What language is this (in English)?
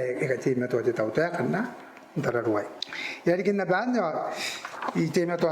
Gilbertese